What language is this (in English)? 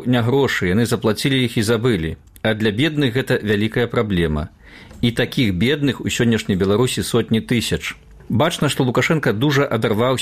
Belarusian